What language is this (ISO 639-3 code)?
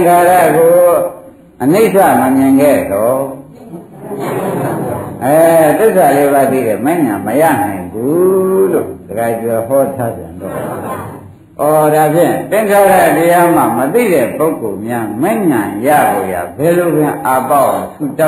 mya